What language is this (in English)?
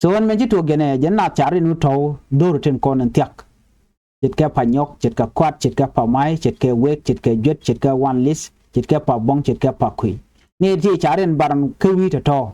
Nuer